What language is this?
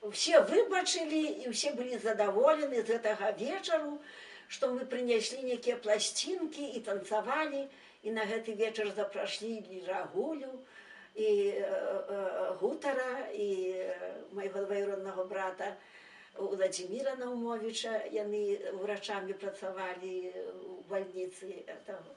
Belarusian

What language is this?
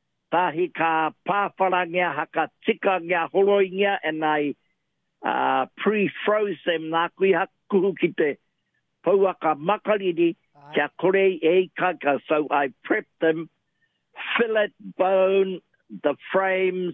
Māori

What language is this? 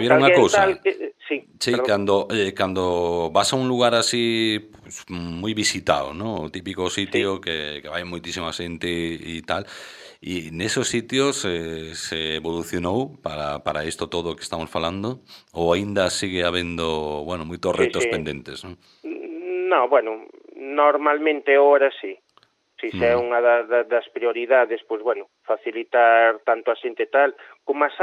Galician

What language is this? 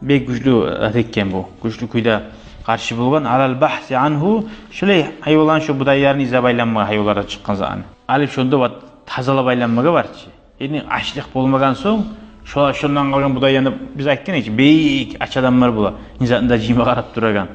Kumyk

